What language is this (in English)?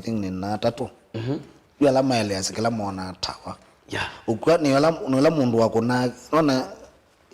Kamba